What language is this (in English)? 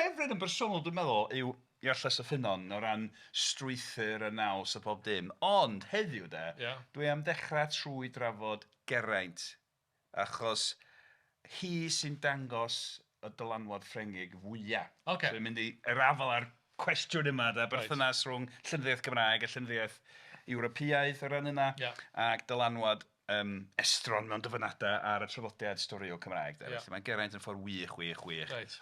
Welsh